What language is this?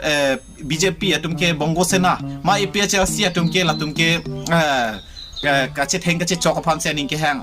Karbi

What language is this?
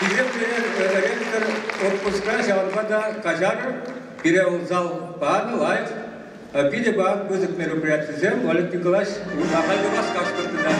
Chuvash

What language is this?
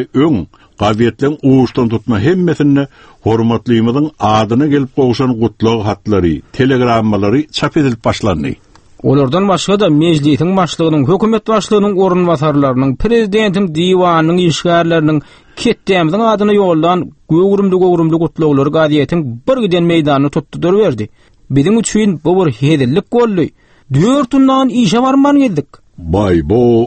Turkmen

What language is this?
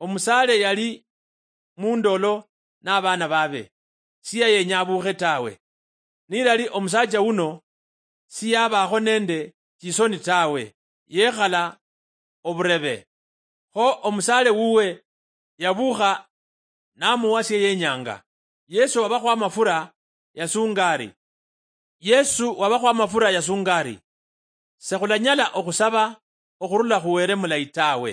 Luyia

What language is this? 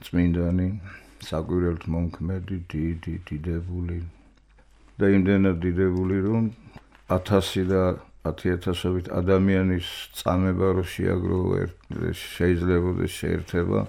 Georgian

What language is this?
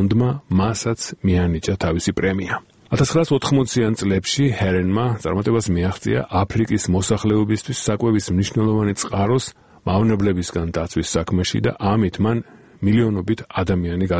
Georgian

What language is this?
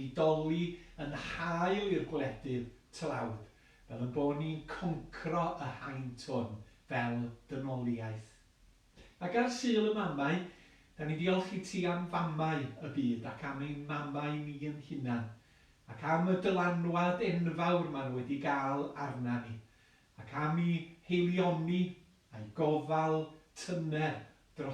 Welsh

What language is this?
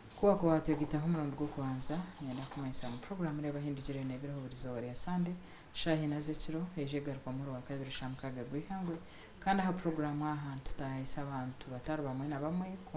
Nyankole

